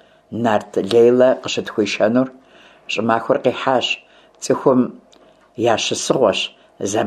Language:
Kabardian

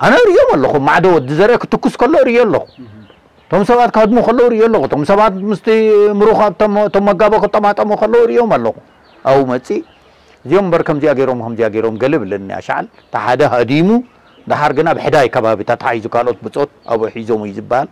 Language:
Tigrinya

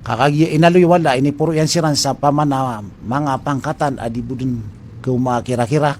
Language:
Maranao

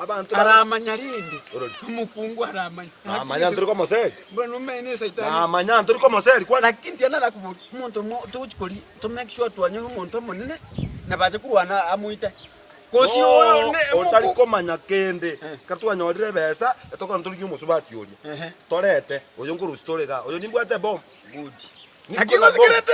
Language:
Gusii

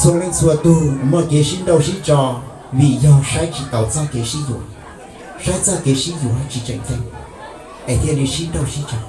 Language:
Hmong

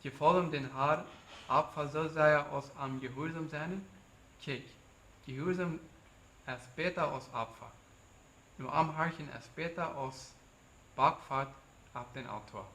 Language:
Plautdietsch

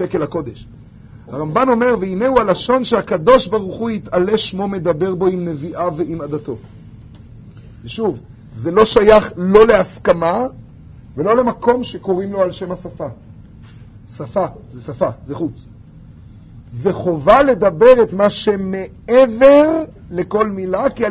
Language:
Hebrew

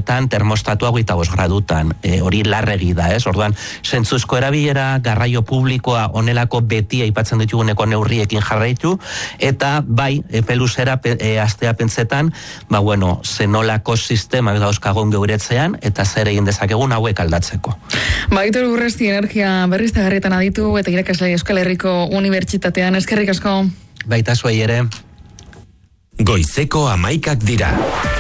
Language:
Basque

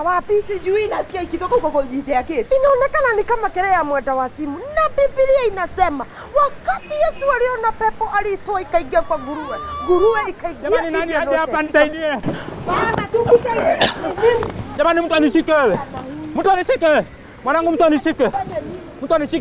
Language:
Swahili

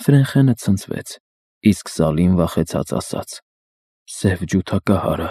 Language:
Armenian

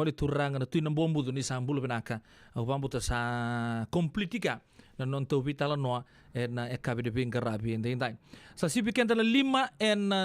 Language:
Fijian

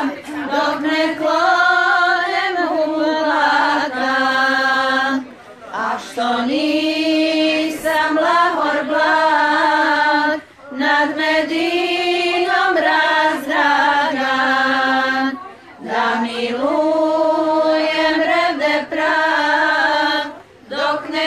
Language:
Bosnian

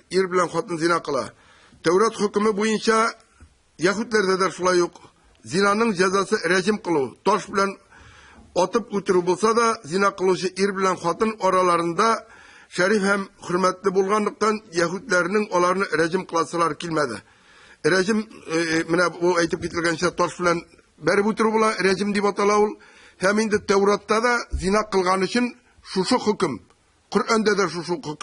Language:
Tatar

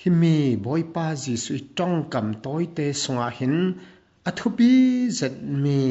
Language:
Falam Chin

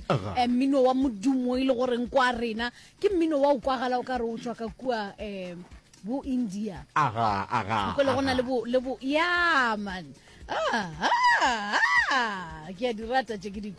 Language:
Northern Sotho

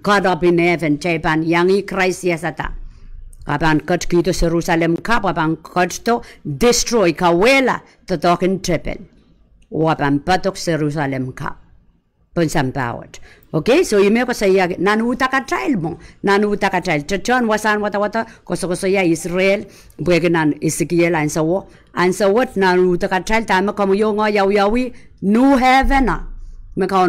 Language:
Pohnpeian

